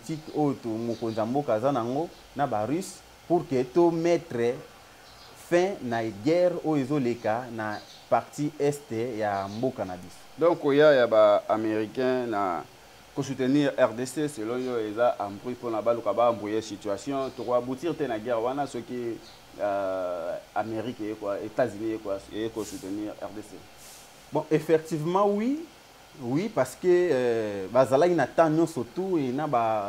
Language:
Lingala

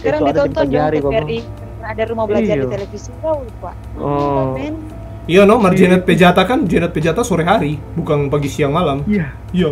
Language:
Manado Malay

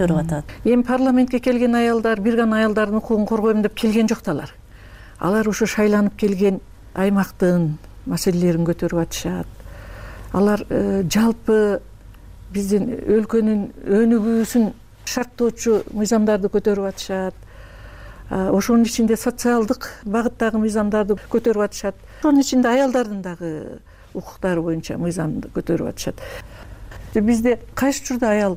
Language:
Kyrgyz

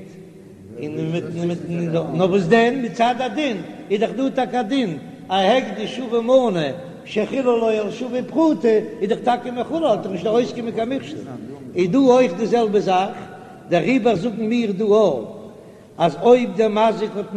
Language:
Yiddish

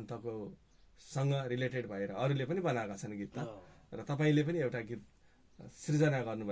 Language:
Nepali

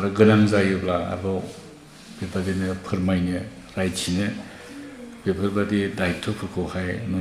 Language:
Bodo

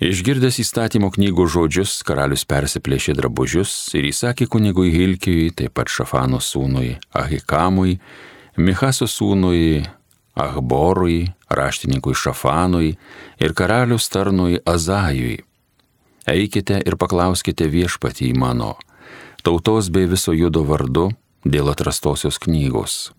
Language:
Lithuanian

